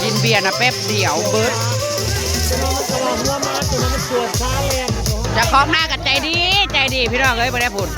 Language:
Northeastern Thai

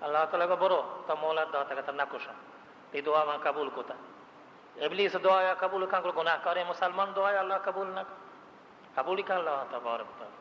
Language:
Baluchi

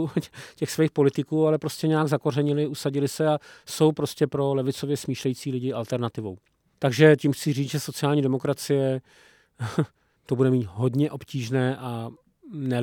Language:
Czech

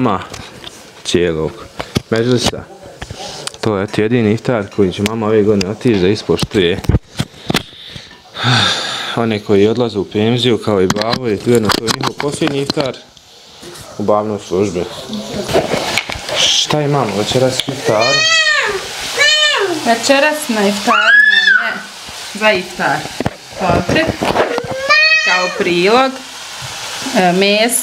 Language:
Bosnian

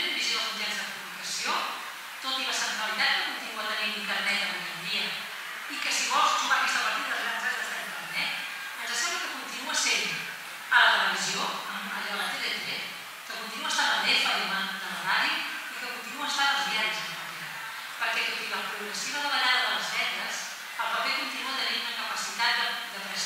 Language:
Catalan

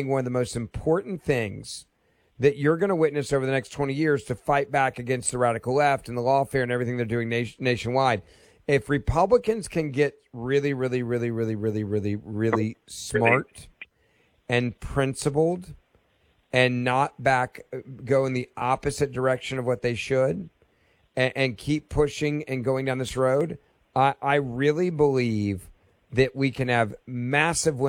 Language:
English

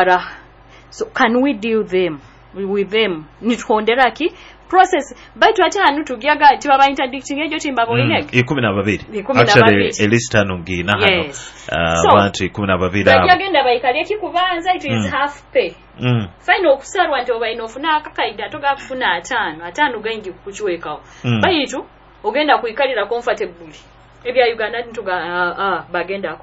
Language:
Nyoro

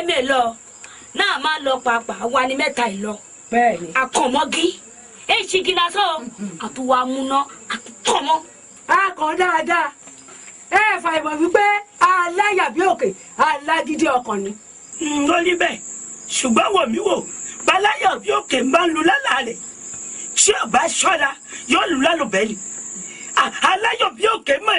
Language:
Yoruba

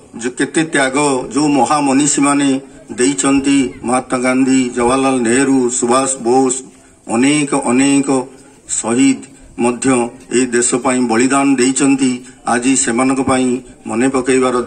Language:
Odia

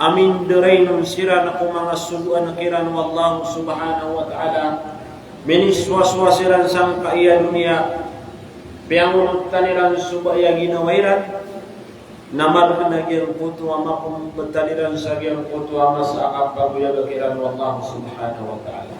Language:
Maranao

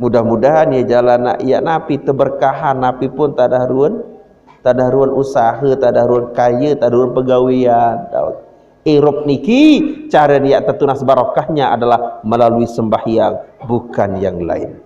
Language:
Sasak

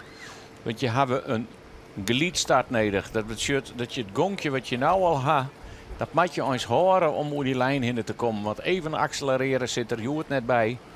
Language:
Western Frisian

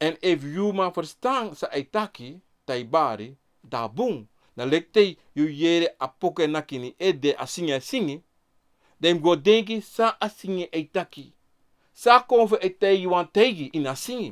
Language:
Sranan Tongo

